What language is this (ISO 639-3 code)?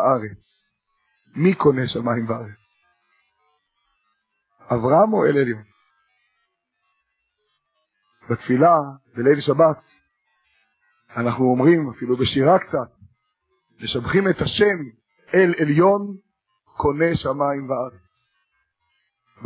heb